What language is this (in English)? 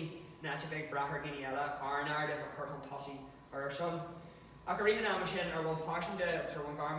Irish